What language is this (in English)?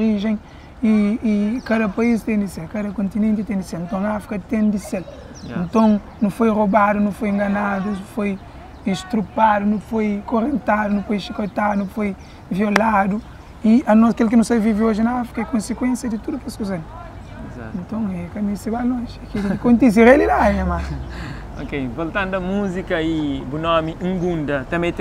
Kabuverdianu